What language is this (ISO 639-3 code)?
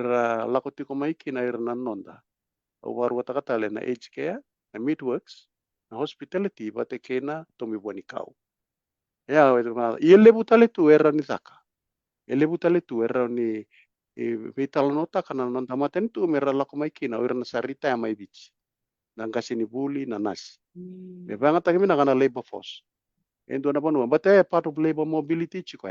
fij